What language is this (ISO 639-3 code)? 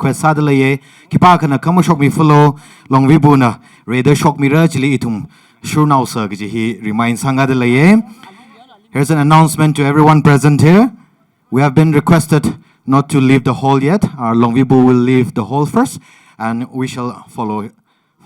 nmf